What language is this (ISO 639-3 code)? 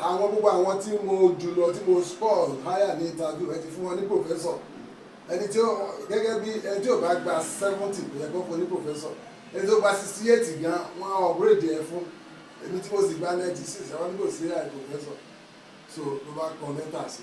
yor